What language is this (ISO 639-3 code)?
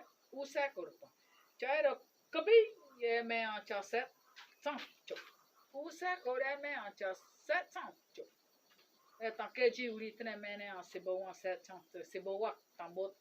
bzd